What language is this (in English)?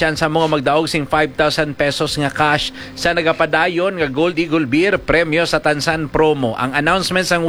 Hiligaynon